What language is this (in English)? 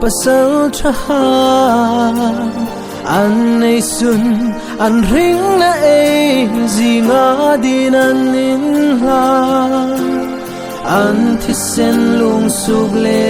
Hmar